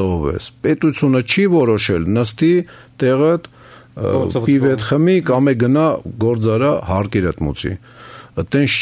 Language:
Armenian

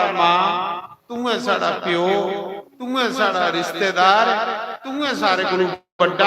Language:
Dogri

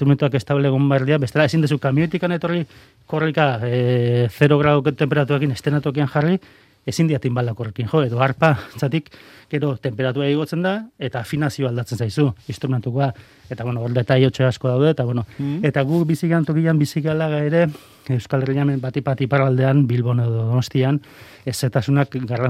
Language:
Basque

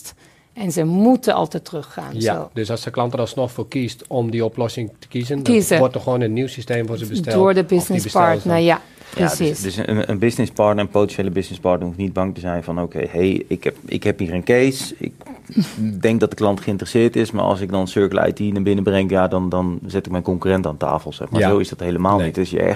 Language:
Dutch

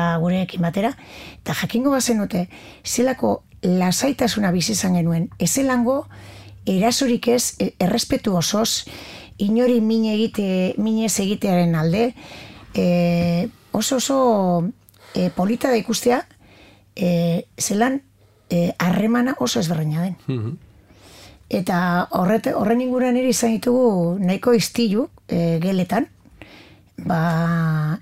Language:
Basque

